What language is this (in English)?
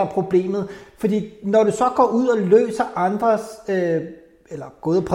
Danish